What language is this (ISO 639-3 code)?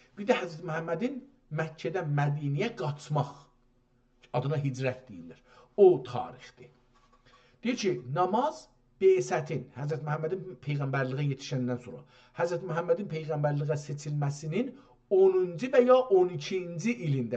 azb